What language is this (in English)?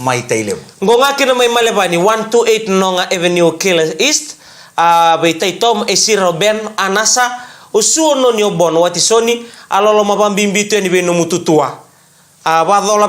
Fijian